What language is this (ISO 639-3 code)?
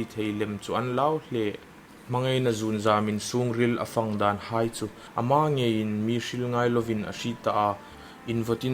hmr